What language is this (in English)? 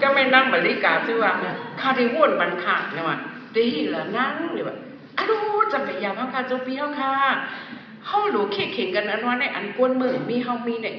Shan